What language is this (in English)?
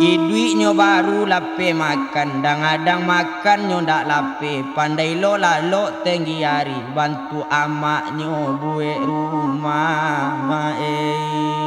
Minangkabau